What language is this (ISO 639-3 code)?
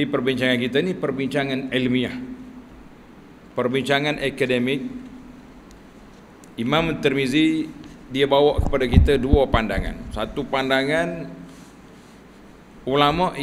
msa